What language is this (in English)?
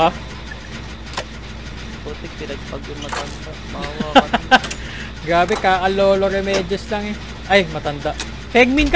Filipino